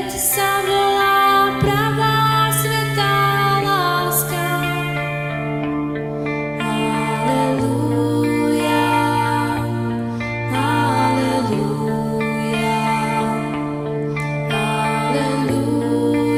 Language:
Slovak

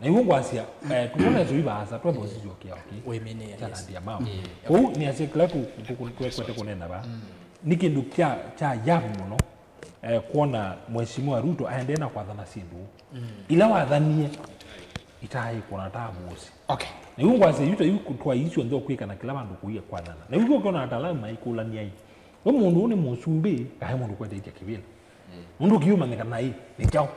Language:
Kamba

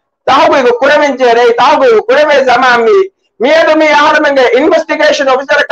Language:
Divehi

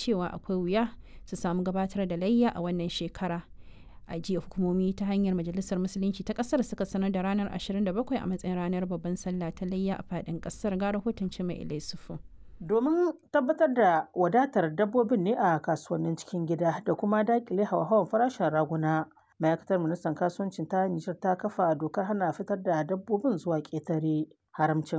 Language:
Hausa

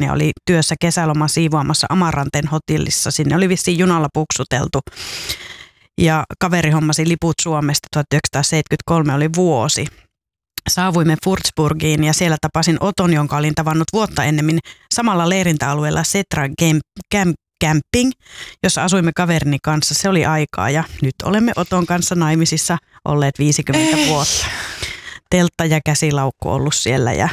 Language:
Finnish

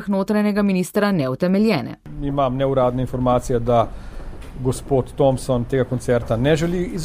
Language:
Slovenian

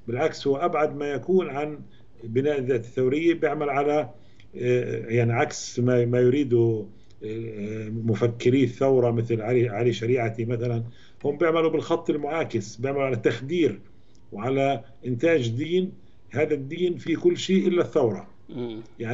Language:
Arabic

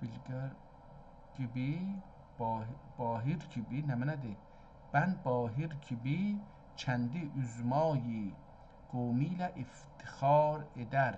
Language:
South Azerbaijani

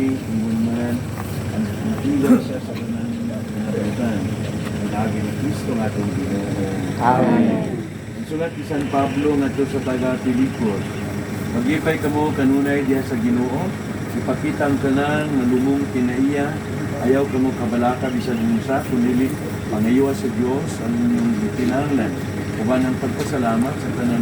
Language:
Cebuano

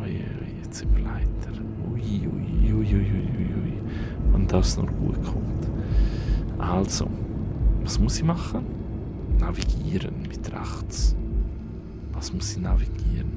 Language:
Swiss German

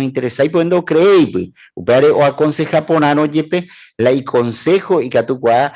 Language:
Guarani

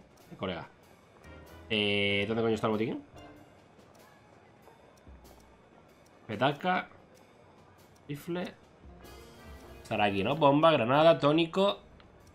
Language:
Spanish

